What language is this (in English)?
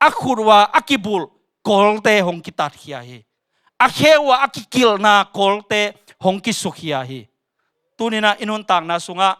Tedim Chin